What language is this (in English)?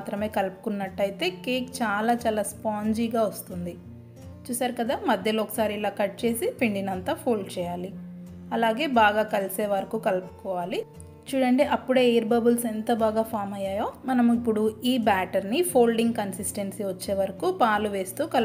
Telugu